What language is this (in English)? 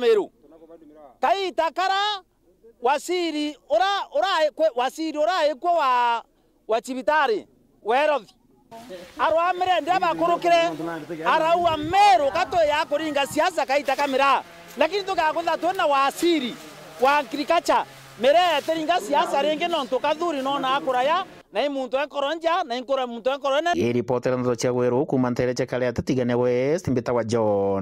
Meru